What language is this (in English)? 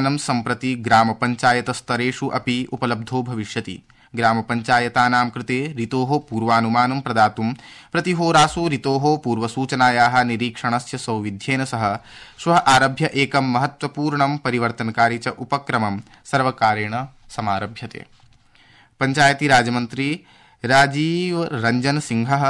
Sanskrit